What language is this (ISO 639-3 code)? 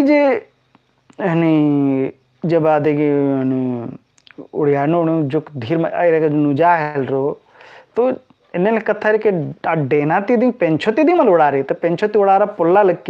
kru